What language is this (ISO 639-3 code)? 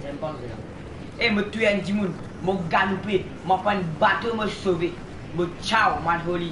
mfe